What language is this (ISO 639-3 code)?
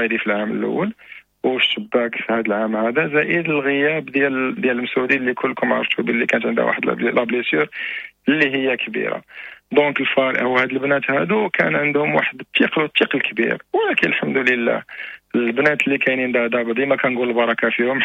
ary